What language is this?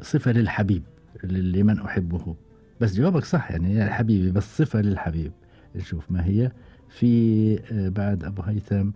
Gulf Arabic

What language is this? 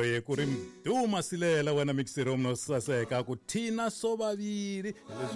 Tsonga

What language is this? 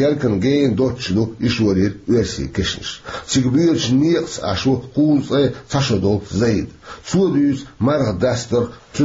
Chechen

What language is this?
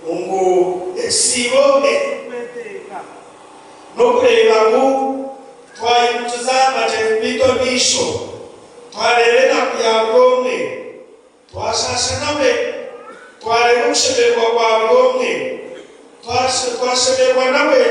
Nyankole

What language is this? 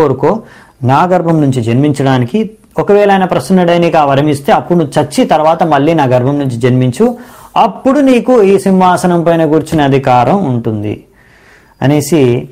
Telugu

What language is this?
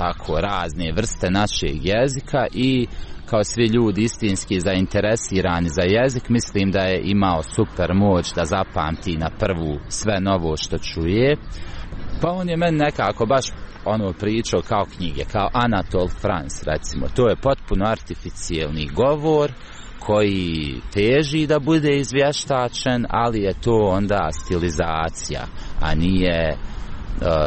Croatian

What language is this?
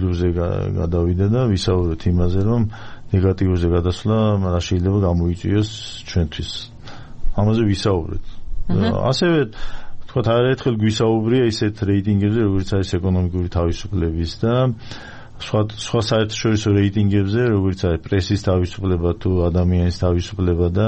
Georgian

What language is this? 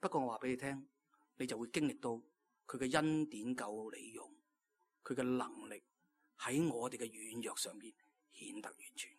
Cantonese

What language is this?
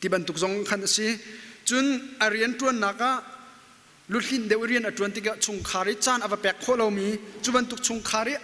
Hakha Chin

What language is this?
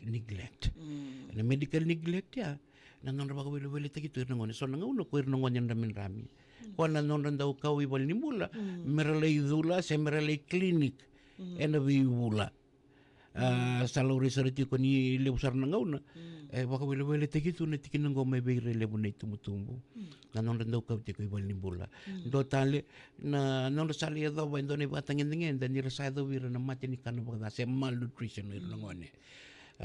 Fijian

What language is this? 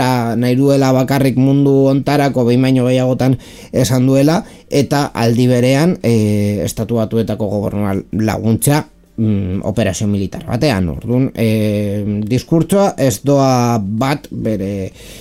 Basque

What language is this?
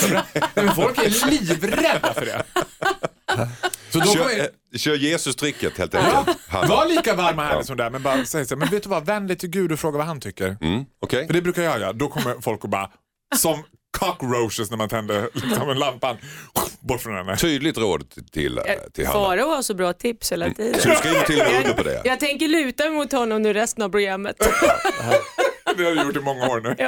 Swedish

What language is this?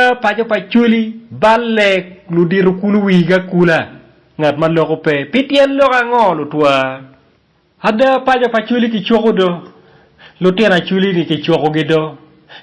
Acoli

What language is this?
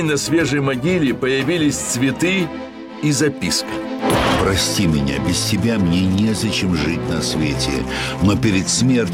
Russian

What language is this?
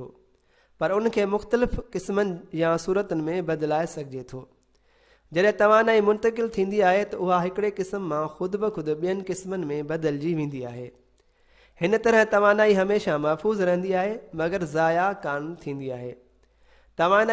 Sindhi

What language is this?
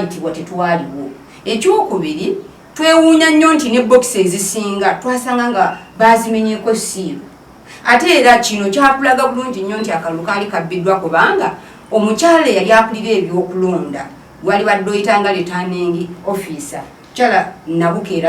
Ganda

